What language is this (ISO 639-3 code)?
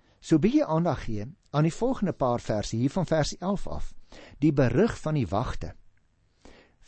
afr